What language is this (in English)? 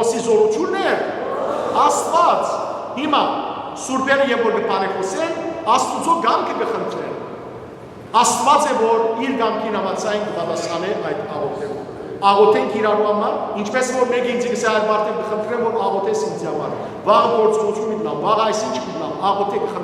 Western Armenian